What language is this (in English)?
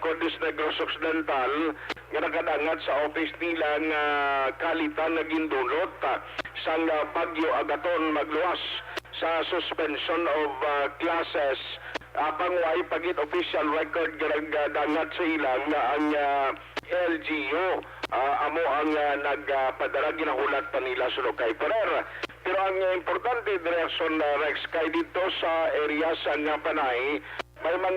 Hiligaynon